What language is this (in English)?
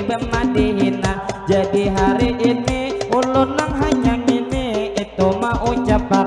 Banjar